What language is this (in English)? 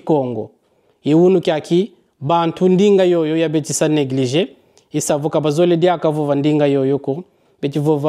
Kongo